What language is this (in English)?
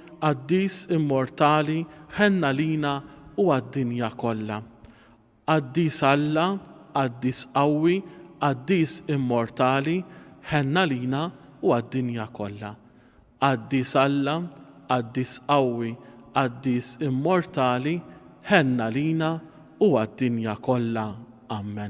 Maltese